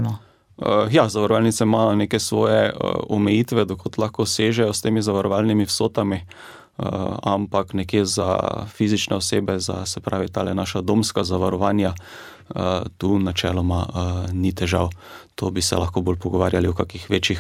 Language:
Slovenian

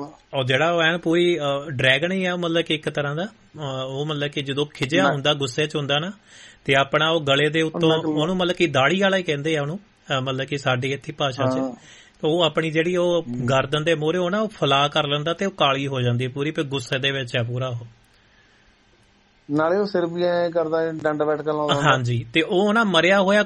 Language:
Punjabi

